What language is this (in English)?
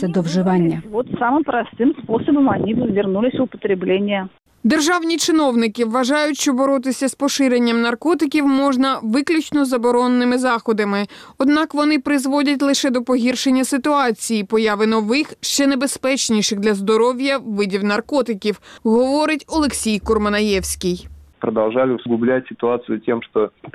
Ukrainian